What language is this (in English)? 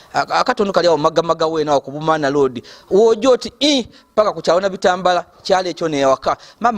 Soga